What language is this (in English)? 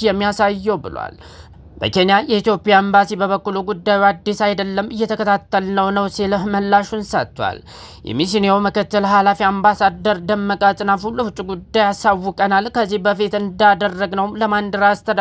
Amharic